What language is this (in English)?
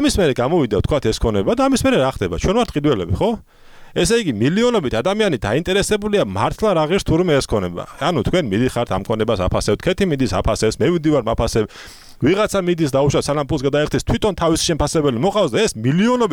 Georgian